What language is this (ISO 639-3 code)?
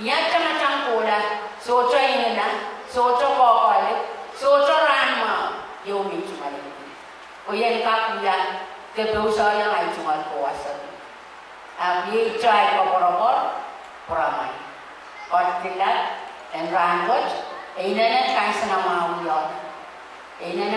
pon